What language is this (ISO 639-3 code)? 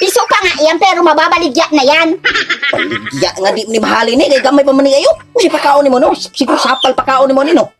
ceb